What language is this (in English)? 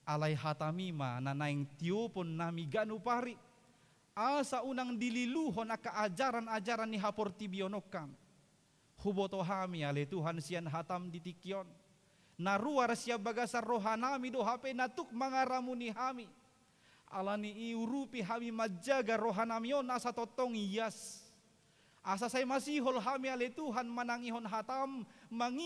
Batak Toba